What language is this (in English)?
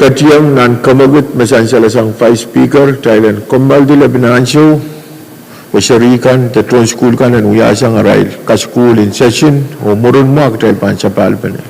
Pohnpeian